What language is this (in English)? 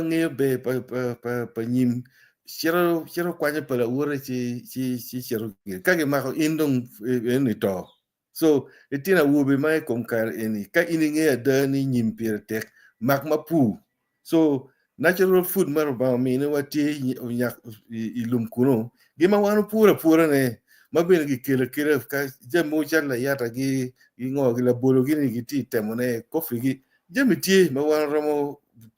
Acoli